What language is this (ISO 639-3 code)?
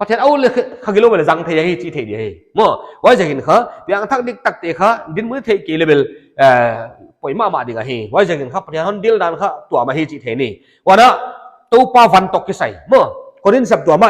pck